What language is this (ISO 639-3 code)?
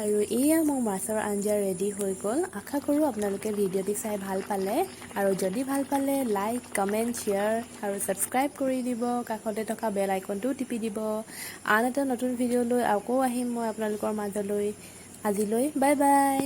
asm